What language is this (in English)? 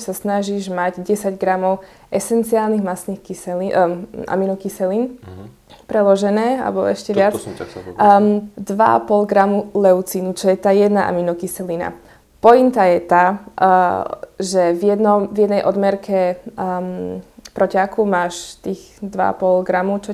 Slovak